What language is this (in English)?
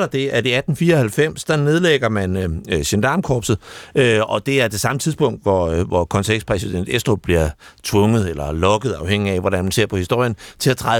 Danish